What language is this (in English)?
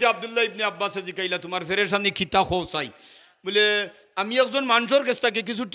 Sylheti